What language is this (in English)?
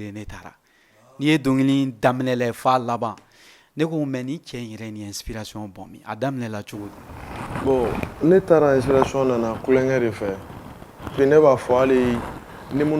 Bambara